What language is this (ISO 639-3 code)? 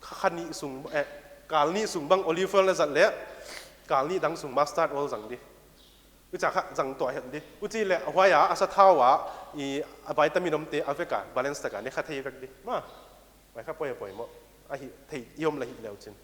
pck